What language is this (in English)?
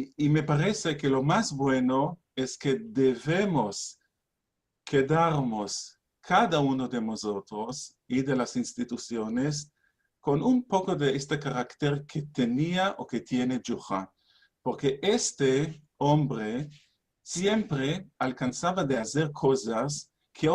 Ladino